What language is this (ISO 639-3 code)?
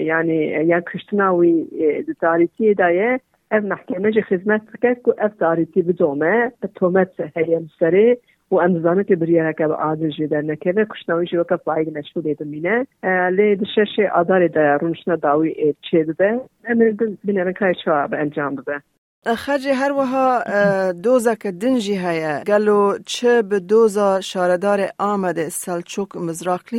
kur